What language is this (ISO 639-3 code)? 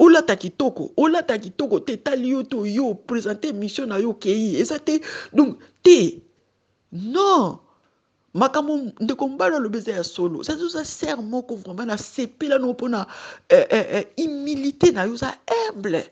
lin